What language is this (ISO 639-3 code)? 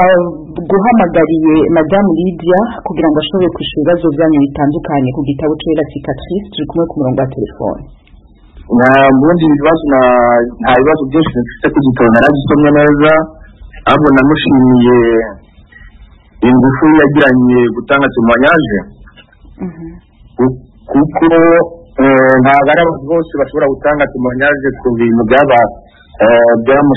kin